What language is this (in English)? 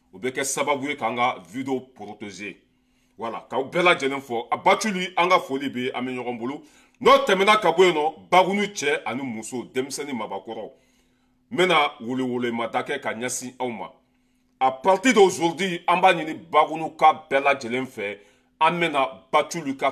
Bambara